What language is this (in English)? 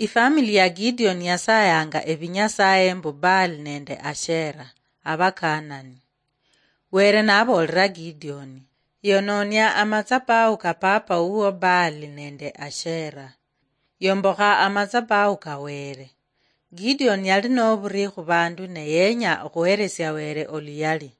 Luyia